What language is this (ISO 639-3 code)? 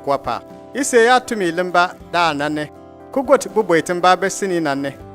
bim